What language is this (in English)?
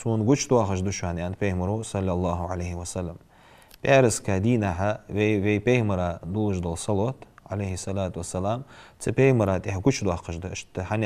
Ingush